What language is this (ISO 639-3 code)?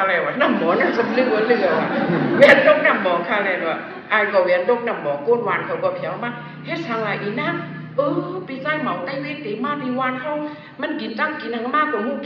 shn